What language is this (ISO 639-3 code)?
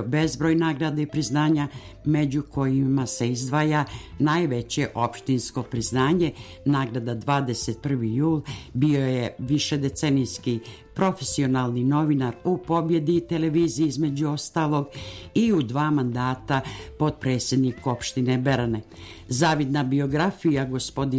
srp